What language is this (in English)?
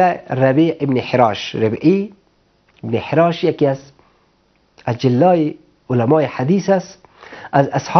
Persian